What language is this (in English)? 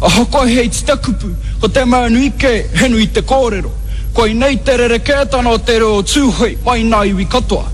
Māori